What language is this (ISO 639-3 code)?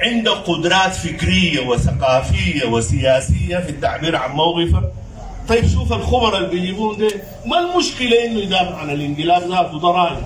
apd